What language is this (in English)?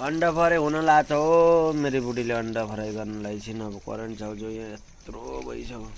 Nepali